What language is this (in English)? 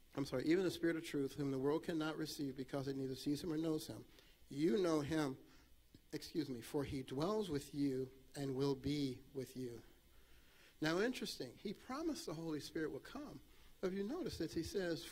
English